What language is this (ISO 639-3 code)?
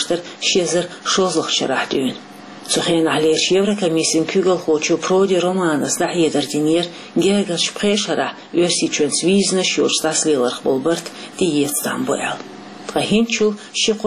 che